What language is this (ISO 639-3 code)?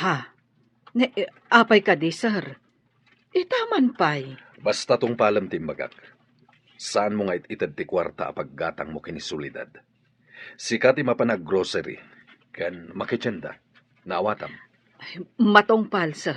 ilo